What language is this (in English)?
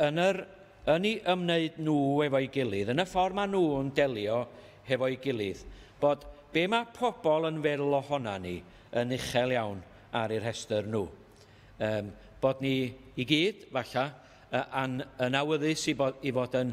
Welsh